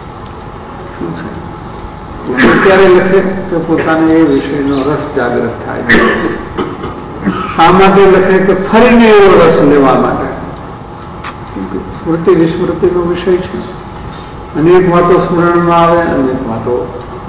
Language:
Gujarati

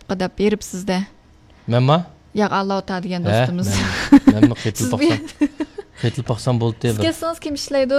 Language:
Uyghur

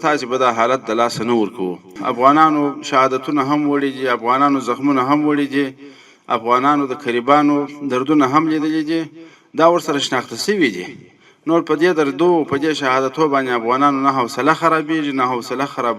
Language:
Pashto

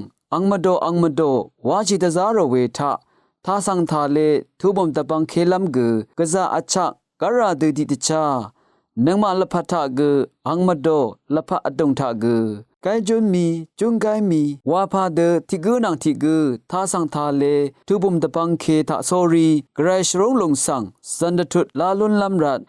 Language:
Rawang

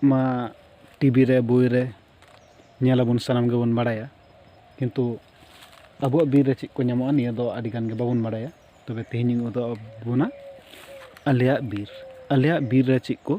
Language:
Santali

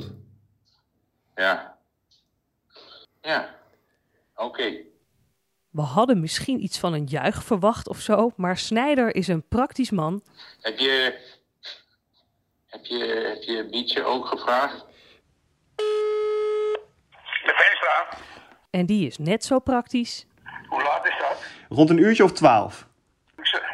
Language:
Dutch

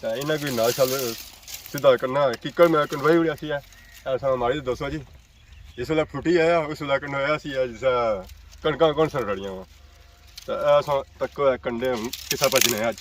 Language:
Pahari-Potwari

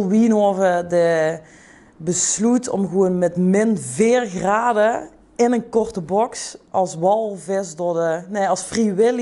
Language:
Limburgish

